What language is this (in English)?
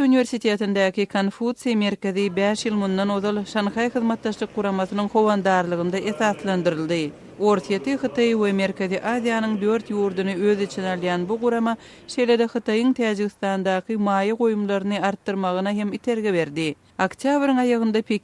Turkmen